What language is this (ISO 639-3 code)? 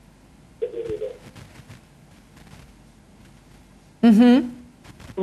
rus